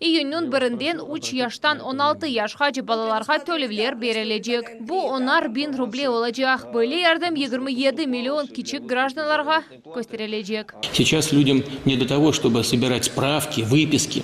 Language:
Crimean Tatar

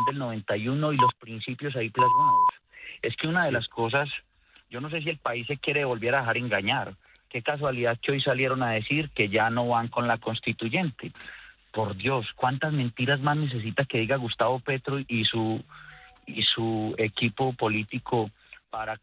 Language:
Spanish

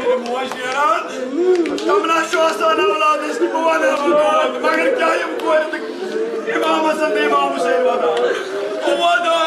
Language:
Kashmiri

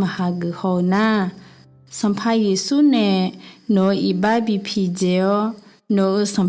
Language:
Akha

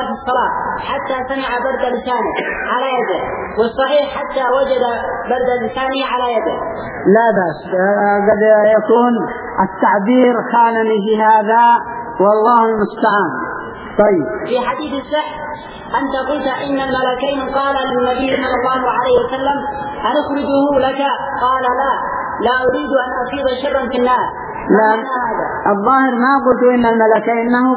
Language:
Arabic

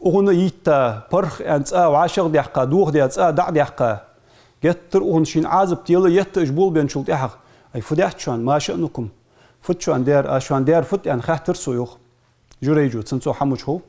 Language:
Ingush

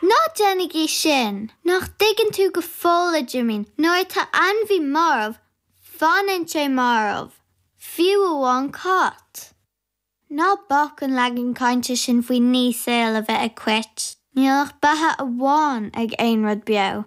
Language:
Irish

